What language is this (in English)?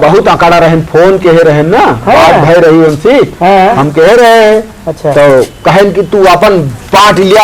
Awadhi